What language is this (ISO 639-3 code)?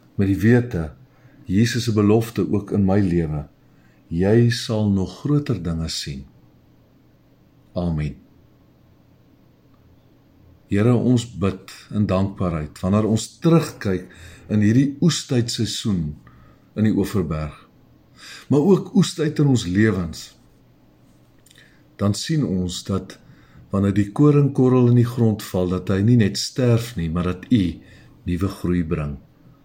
afr